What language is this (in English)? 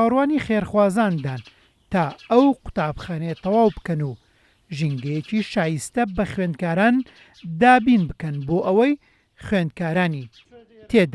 Central Kurdish